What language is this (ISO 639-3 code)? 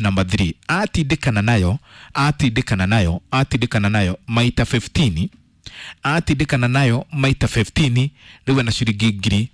kik